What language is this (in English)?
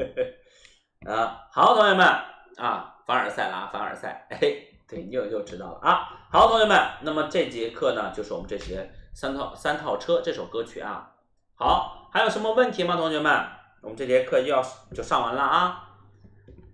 Chinese